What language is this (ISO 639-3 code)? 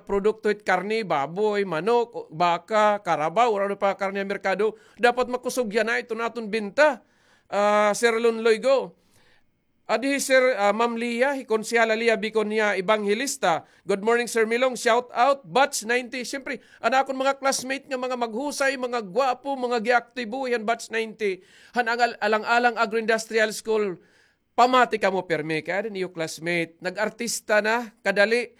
war